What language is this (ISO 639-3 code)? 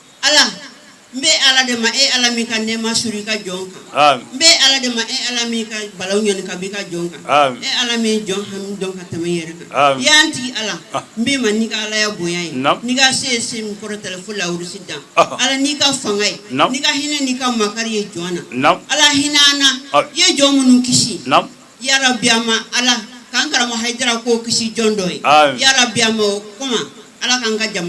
bam